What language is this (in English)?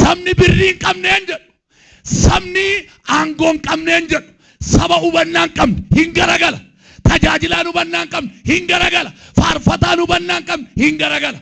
Oromo